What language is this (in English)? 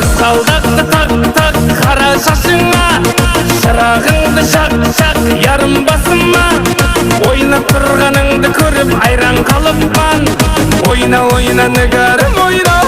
Kara-Kalpak